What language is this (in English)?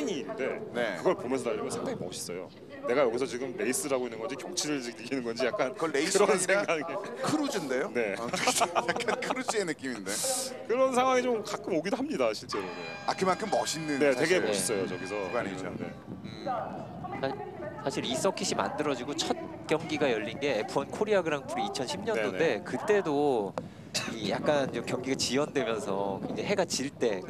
Korean